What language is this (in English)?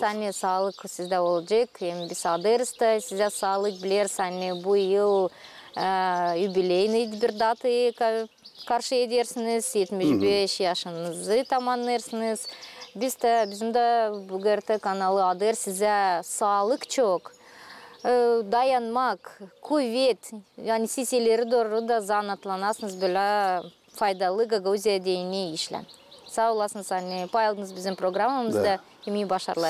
Gagauz